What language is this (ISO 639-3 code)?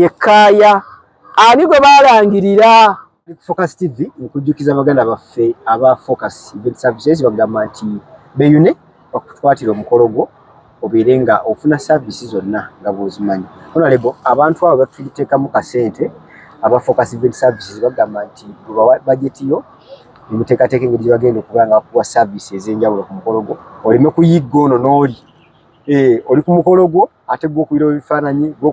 lug